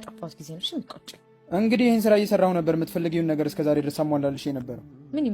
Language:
Amharic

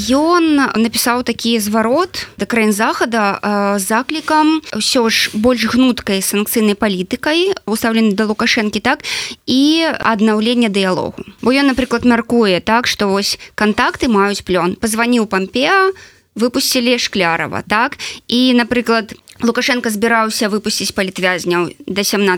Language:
Belarusian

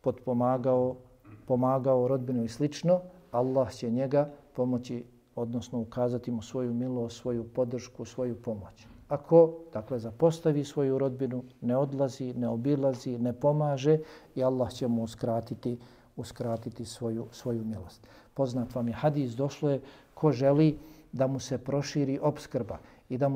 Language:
Bosnian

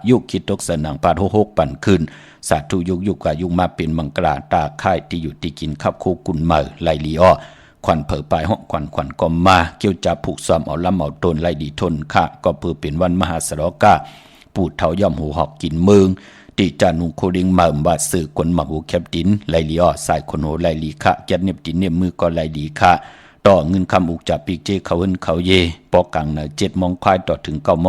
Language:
Shan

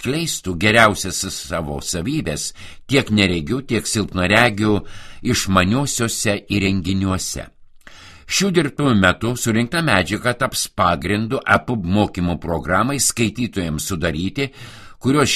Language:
Lithuanian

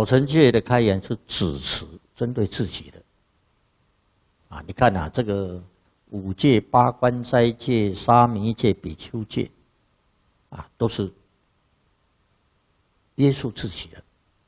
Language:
Chinese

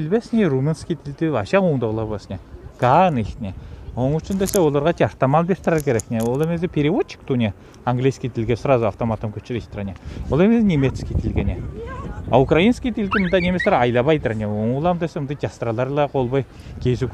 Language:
Southern Altai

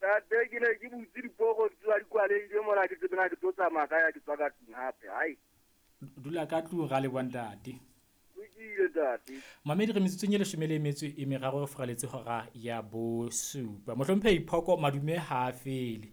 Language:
Southern Sotho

